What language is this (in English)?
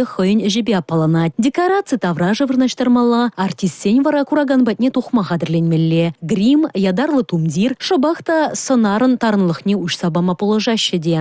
Chuvash